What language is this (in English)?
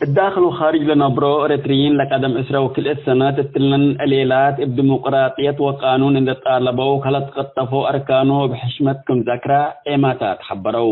Tigre